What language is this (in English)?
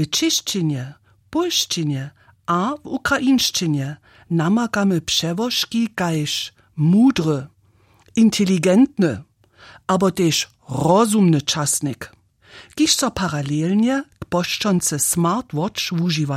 Upper Sorbian